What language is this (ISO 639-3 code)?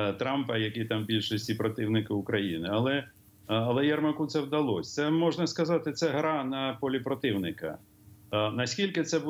ukr